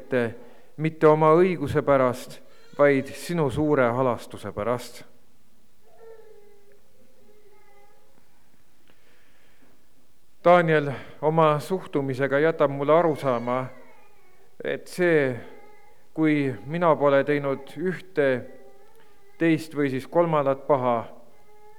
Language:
Estonian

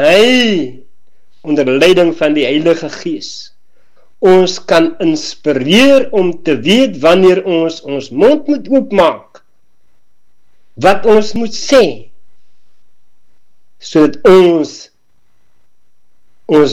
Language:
Afrikaans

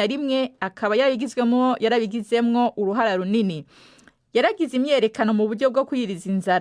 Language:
Rundi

